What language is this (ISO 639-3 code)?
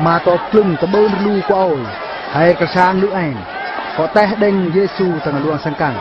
bru